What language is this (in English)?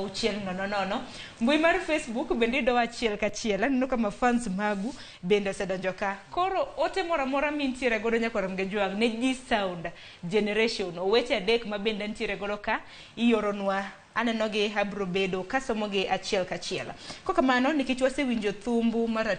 Luo (Kenya and Tanzania)